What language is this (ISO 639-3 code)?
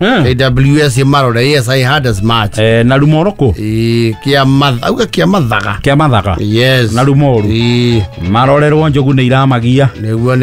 kik